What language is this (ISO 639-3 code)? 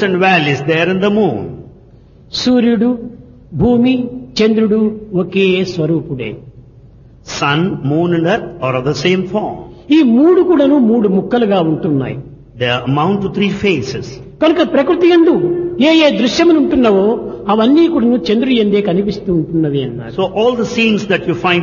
tel